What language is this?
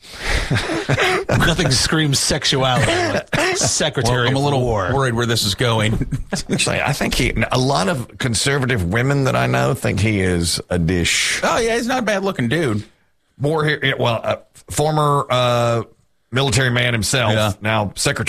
English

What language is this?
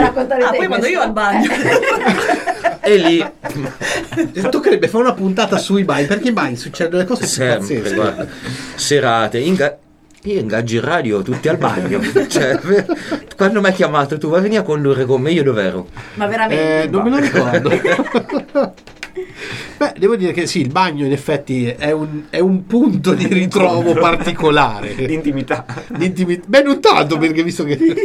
Italian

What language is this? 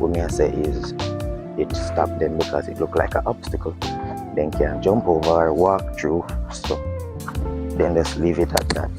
Jamaican Creole English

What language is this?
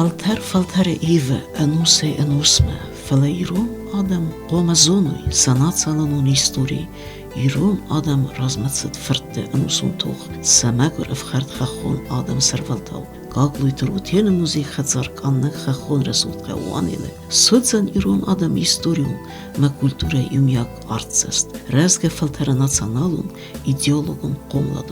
Ossetic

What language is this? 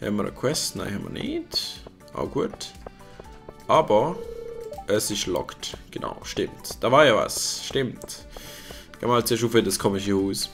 Swiss German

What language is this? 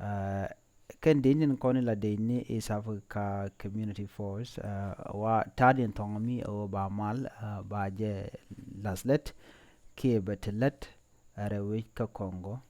Nuer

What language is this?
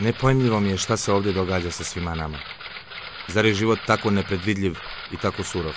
Bosnian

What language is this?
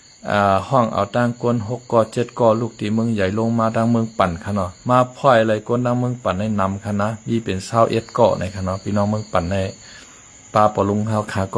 Shan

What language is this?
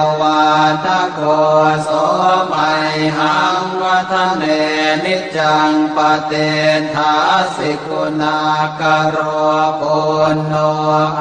Pali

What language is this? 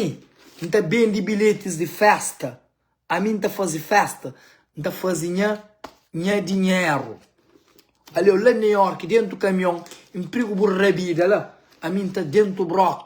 Kabuverdianu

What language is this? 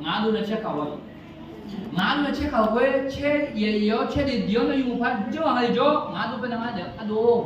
Akha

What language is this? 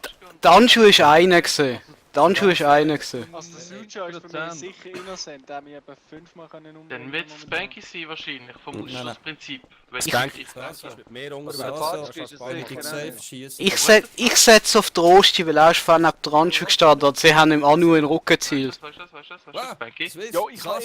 Swiss German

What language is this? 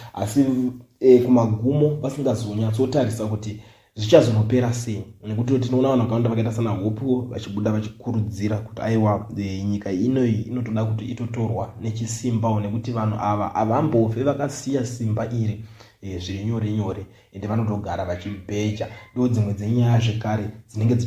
Shona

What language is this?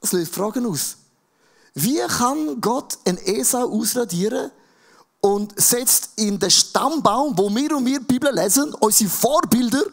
Swiss German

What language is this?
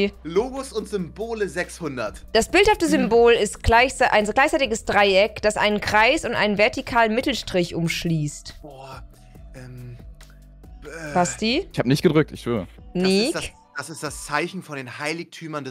German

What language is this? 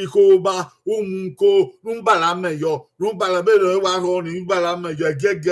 Bini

